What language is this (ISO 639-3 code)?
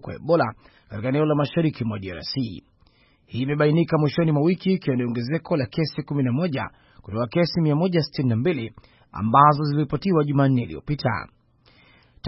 swa